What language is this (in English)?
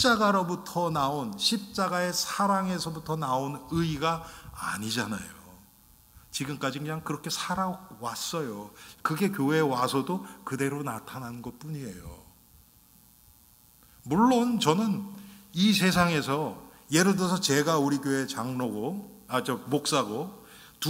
Korean